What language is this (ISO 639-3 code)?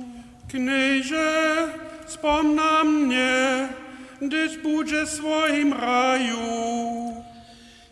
hsb